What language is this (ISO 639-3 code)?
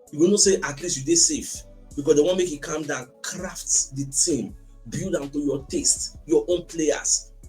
pcm